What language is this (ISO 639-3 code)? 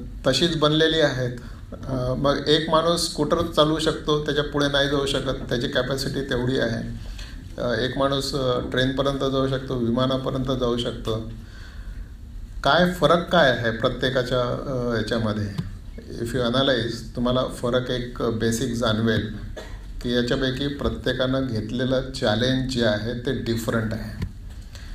mar